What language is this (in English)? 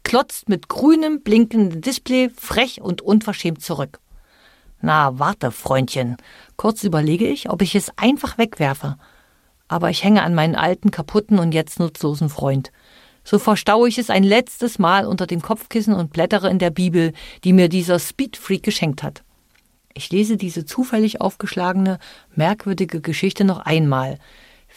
German